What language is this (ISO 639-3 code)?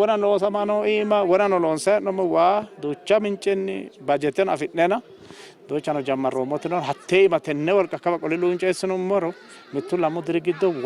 sid